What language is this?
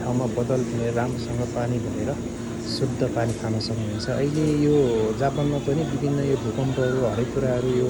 Nepali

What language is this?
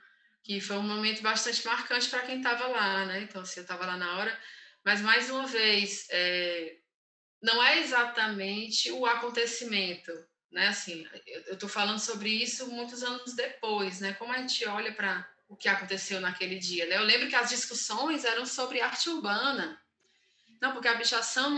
Portuguese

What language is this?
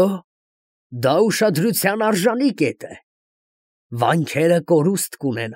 Armenian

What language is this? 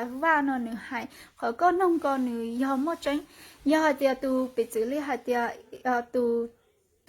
Hmong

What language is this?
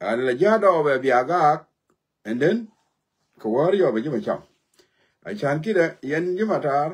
Nuer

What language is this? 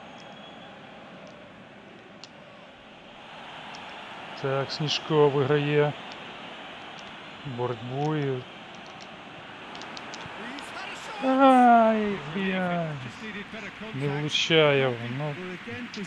Ukrainian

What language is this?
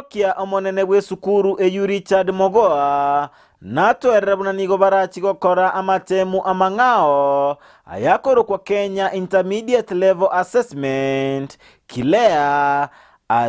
Gusii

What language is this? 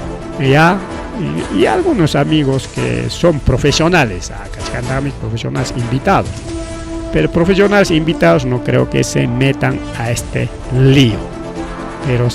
Ayacucho Quechua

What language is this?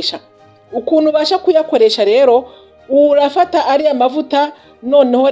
Kinyarwanda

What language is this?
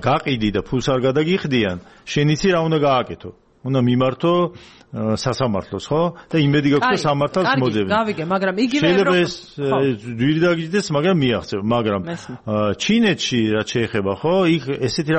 Georgian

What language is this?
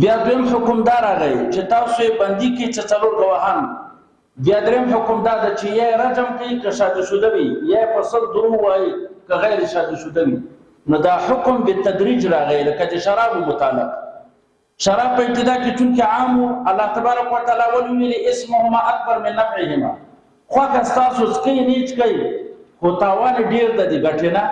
Pashto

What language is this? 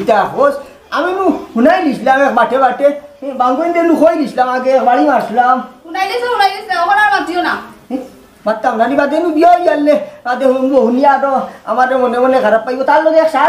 Sylheti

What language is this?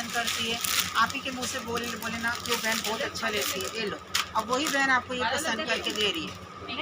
Chhattisgarhi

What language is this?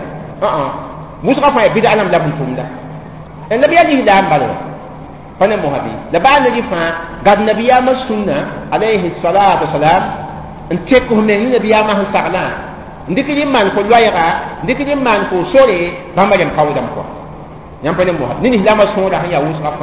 Mossi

